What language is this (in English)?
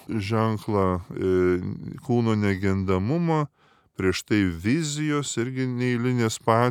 Lithuanian